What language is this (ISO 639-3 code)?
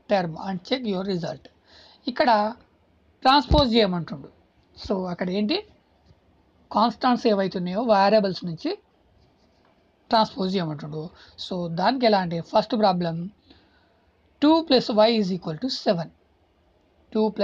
tel